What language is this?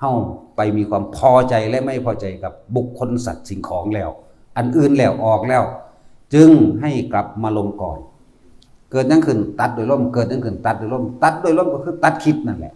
Lao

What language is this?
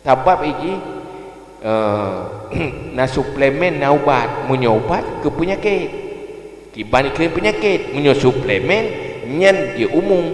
Achinese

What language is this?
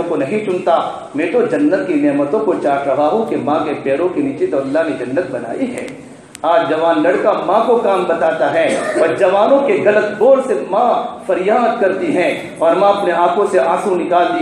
Urdu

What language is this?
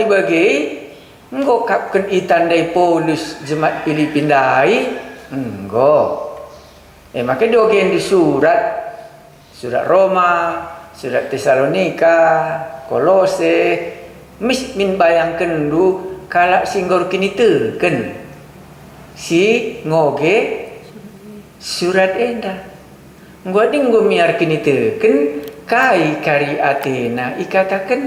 Batak Karo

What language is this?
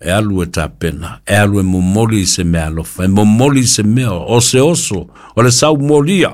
Samoan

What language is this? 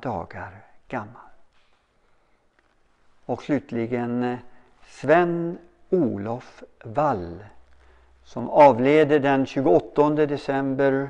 Swedish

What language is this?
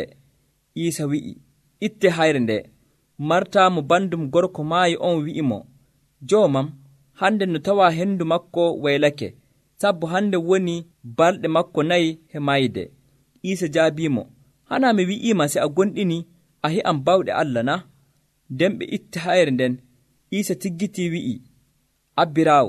Nigerian Fulfulde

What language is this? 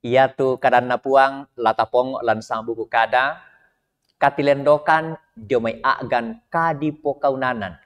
Toraja-Sa'dan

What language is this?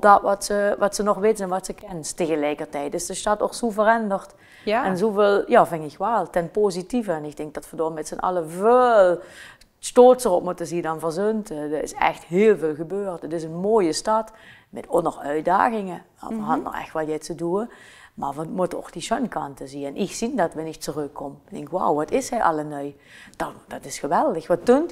Limburgish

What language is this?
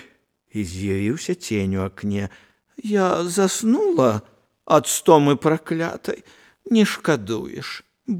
Belarusian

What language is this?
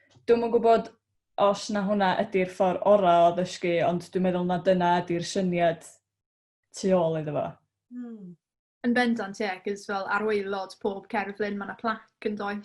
Welsh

